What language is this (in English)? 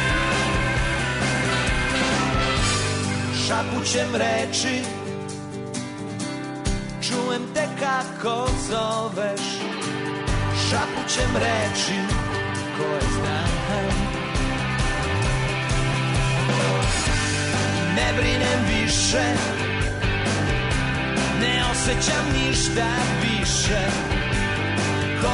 Serbian